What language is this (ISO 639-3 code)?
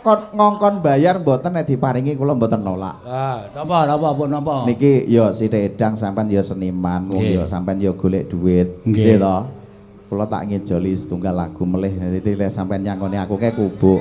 jav